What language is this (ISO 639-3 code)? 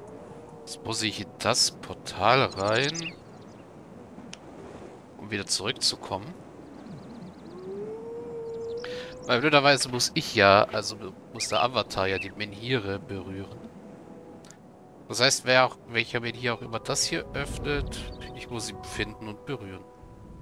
deu